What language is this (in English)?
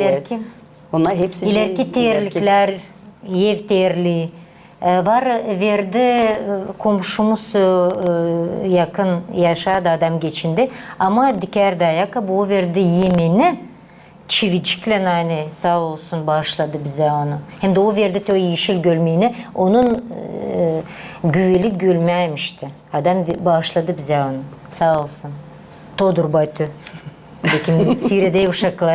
Gagauz